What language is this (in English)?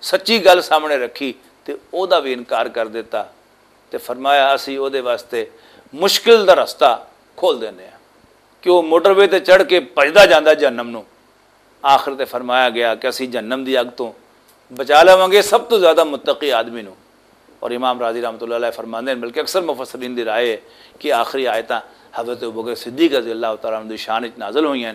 Western Panjabi